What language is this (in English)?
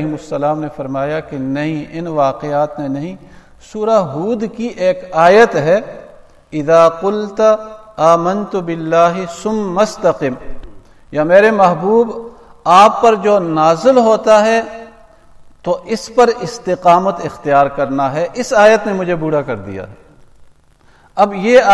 Urdu